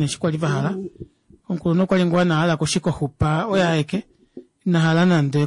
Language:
Kuanyama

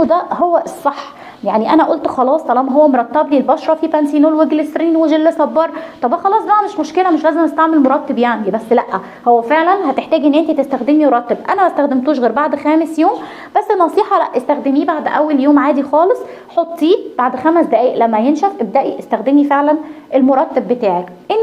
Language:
Egyptian Arabic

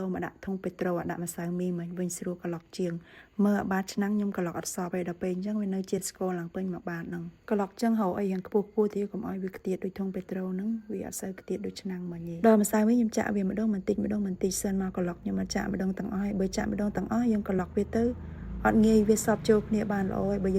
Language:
Khmer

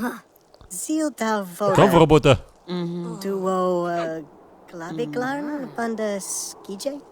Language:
Bavarian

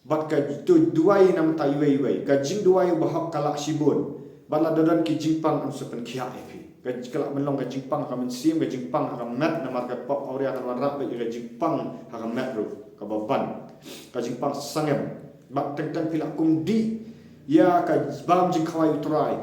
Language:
Khasi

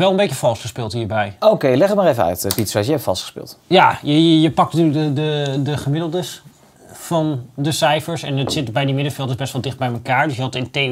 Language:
Dutch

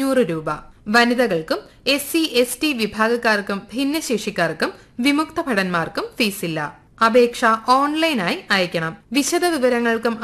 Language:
Malayalam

